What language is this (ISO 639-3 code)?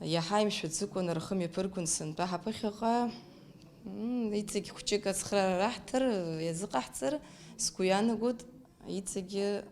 abk